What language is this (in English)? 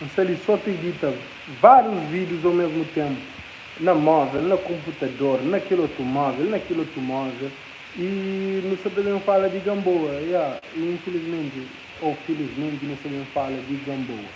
Kabuverdianu